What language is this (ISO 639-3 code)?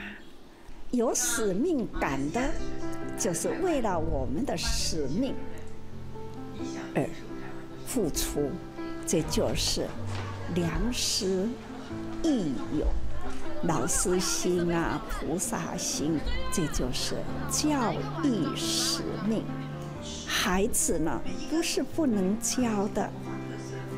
zho